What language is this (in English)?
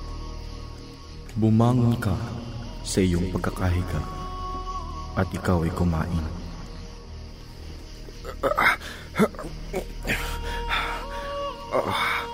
Filipino